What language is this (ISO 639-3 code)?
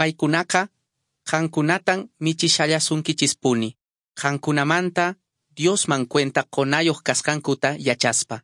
que